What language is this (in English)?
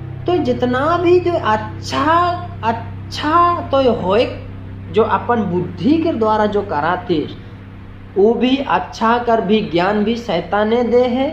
Sadri